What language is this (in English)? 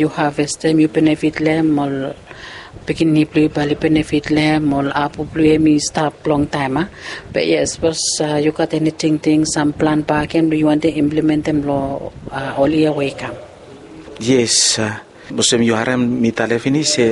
Bislama